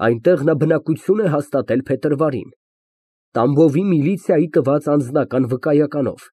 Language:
Armenian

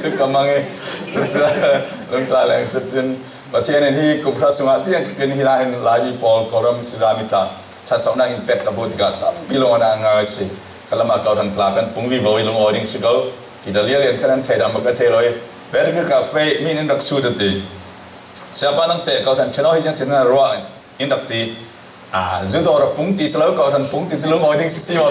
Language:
Falam Chin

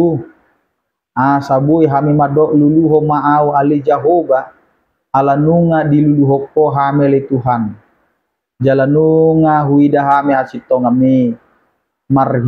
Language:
Batak Toba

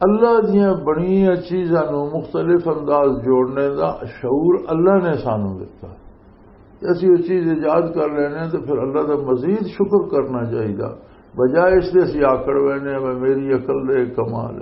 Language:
Western Panjabi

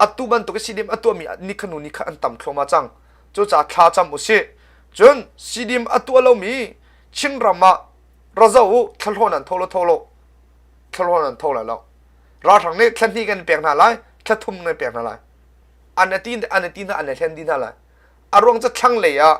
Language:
Hakha Chin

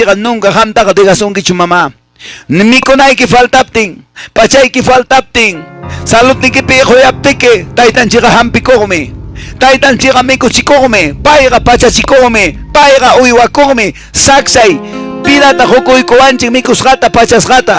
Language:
Quechua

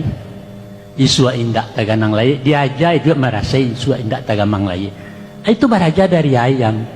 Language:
Minangkabau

